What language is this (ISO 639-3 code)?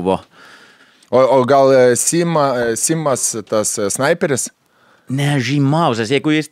lit